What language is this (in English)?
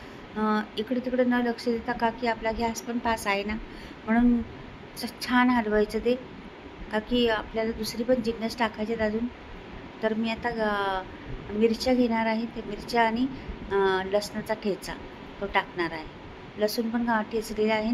Marathi